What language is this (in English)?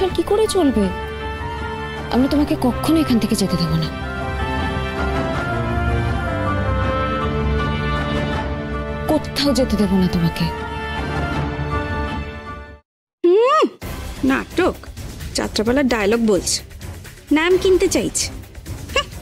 Bangla